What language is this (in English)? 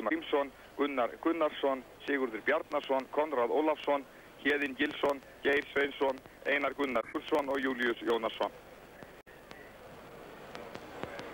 Icelandic